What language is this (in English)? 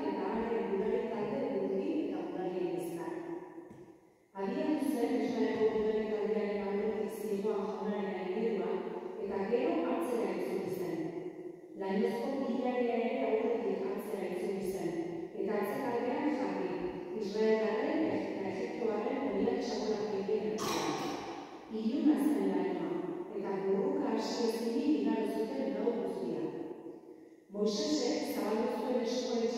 Basque